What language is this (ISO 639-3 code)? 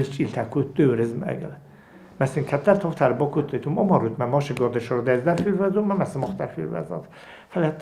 oss